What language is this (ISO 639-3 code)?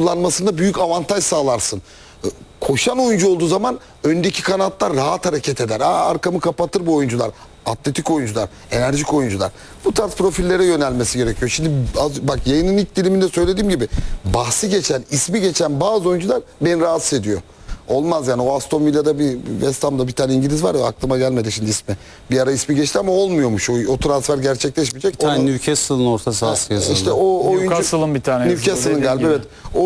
tur